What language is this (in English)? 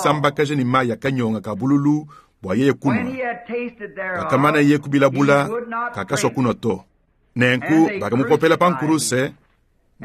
Luba-Lulua